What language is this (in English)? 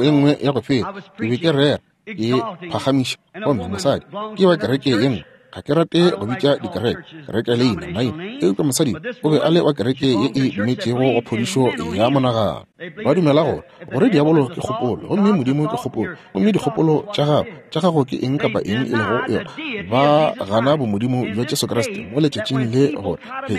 Northern Sotho